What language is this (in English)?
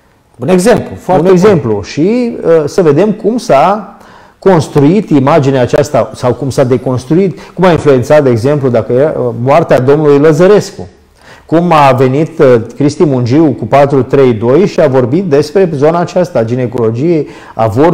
Romanian